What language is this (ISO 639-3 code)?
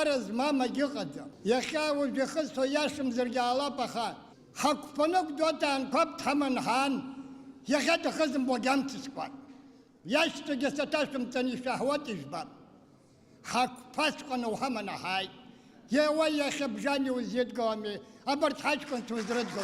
abk